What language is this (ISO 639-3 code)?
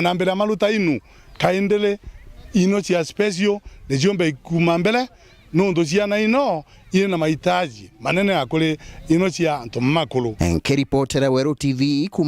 mer